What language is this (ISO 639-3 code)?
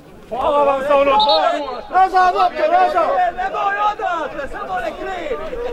hrv